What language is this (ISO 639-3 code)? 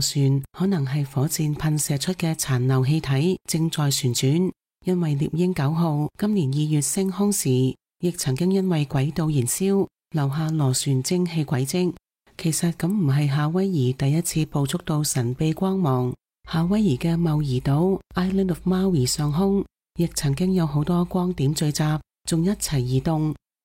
yue